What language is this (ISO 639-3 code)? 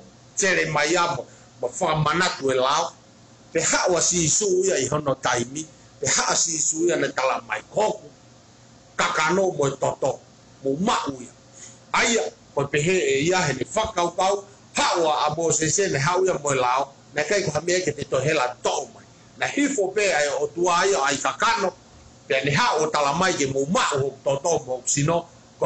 ton